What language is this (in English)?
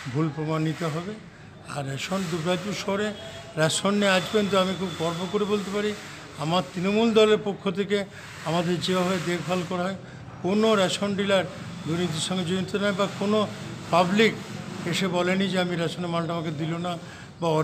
Bangla